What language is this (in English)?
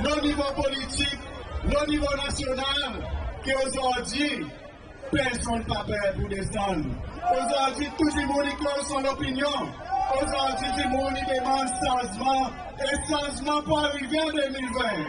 Seselwa Creole French